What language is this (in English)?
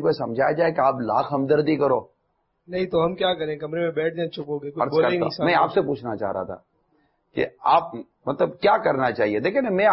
Urdu